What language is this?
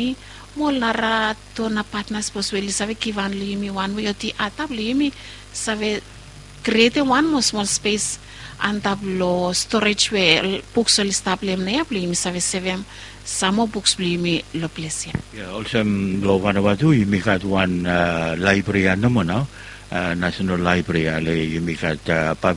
Bislama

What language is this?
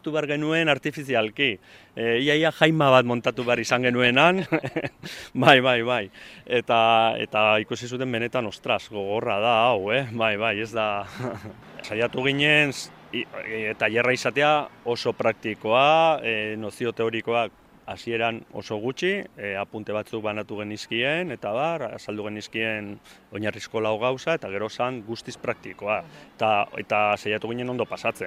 Basque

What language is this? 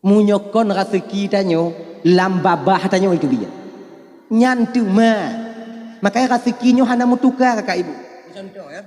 Achinese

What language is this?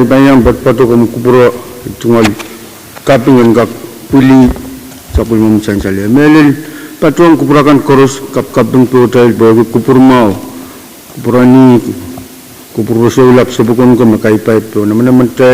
Pohnpeian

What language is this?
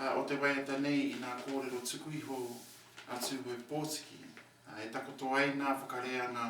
Māori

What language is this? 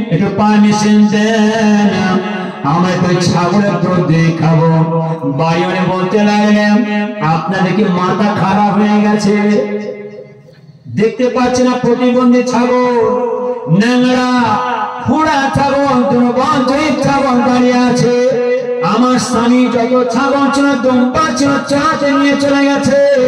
Bangla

